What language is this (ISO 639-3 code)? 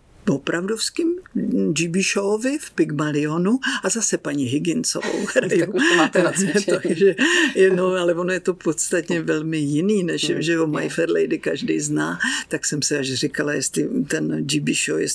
ces